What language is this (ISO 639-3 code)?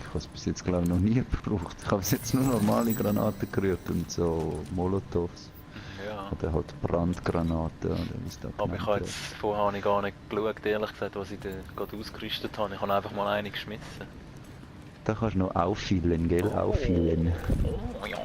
gsw